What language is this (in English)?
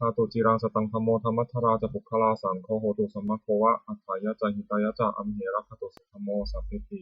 Pali